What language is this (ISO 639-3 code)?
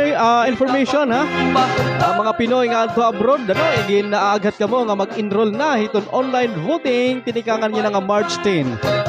war